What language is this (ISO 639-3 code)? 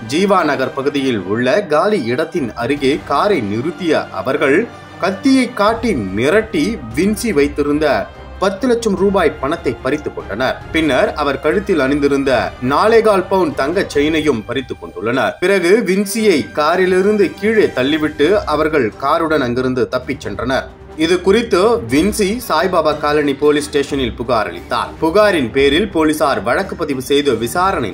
tam